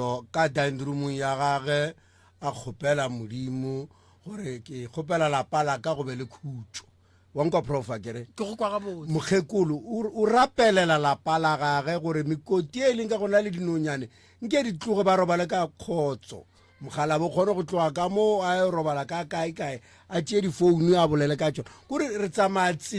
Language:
Northern Sotho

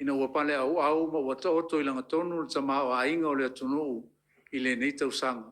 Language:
Samoan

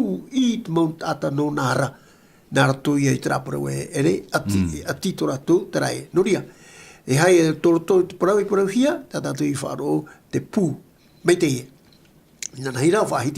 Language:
Tahitian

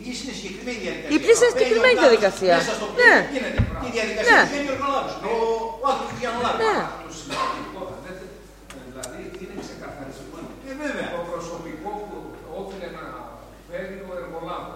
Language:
Greek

